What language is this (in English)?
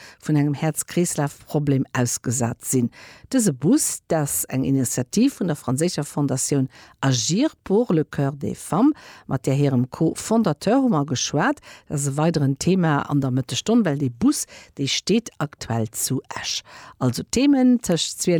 Luxembourgish